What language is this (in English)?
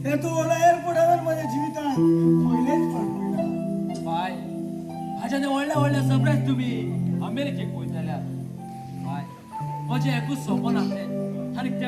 Konkani